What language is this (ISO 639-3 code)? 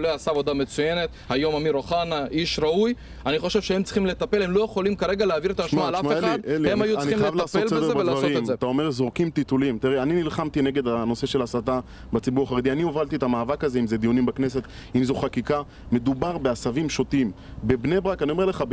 heb